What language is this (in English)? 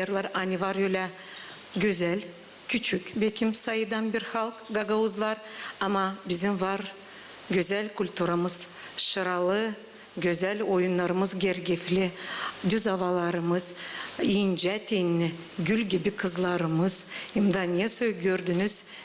Gagauz